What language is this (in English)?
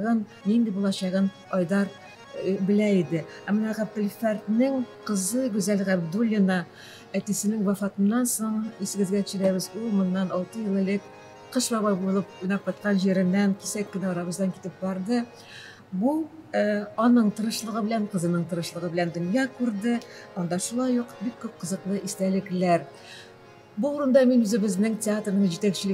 Tatar